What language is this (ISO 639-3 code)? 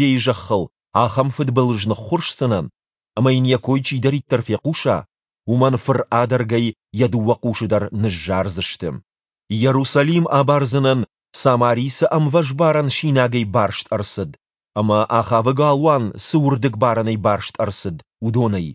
oss